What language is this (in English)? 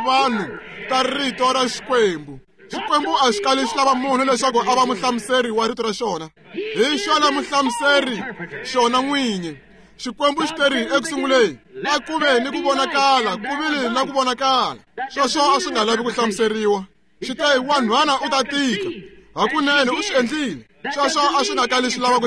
Tsonga